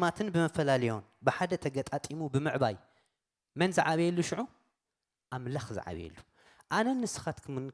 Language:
Tigrinya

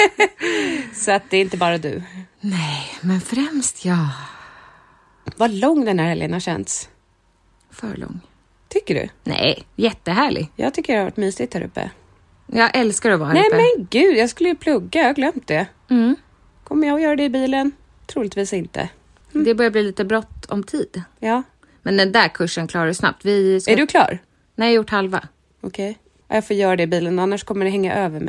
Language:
Swedish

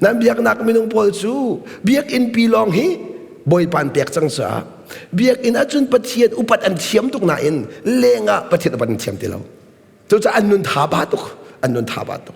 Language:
Hakha Chin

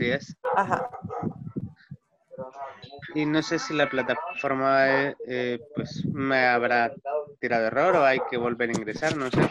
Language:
Spanish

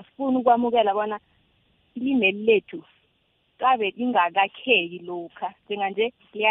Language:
South Ndebele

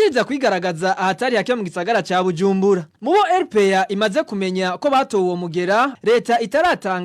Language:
Rundi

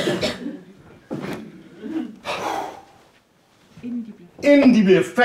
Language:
Danish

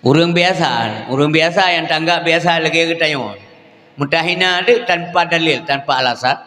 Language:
Achinese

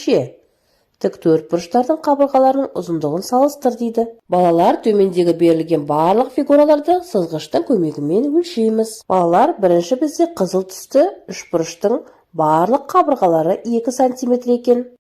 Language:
Kazakh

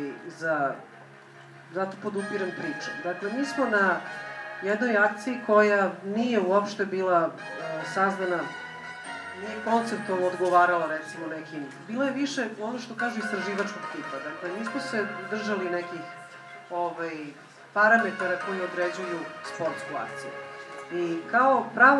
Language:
Serbian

